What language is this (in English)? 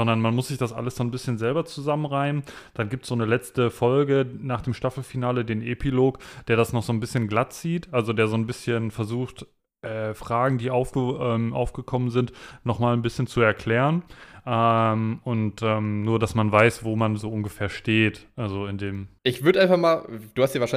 German